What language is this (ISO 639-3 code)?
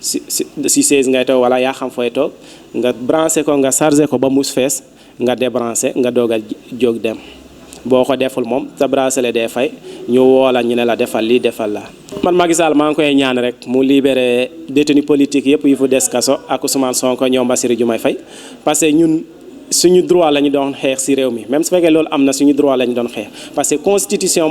wol